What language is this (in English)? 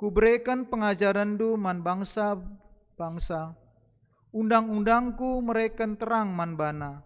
Batak Karo